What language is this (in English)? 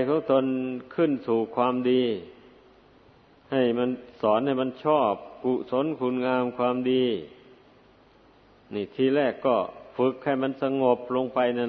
Thai